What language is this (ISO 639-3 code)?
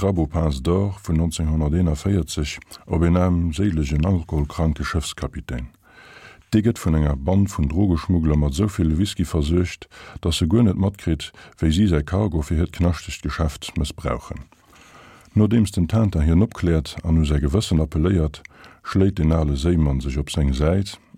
ltz